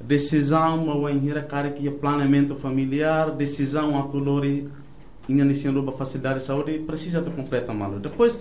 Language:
Tetum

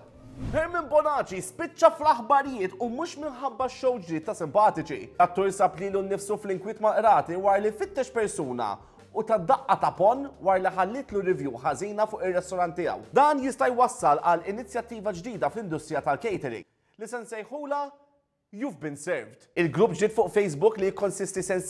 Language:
Maltese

